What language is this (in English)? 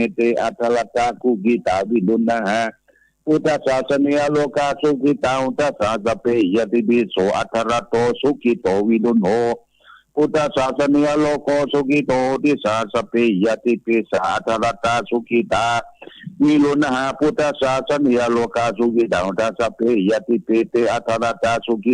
Pali